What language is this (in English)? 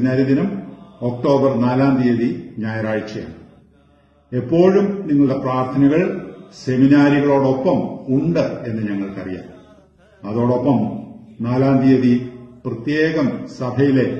Malayalam